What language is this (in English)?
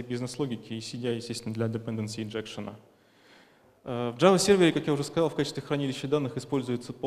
Russian